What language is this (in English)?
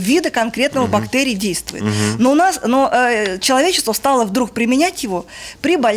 Russian